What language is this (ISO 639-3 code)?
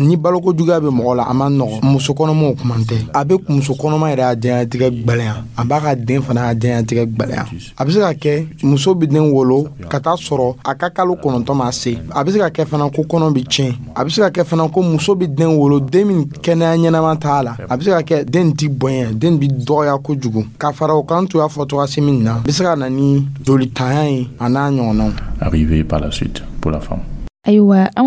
dyu